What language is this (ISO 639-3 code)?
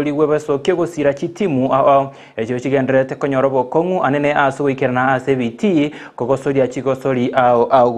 guz